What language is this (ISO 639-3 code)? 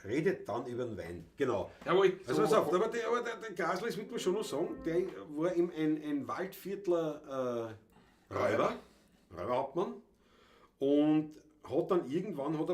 bar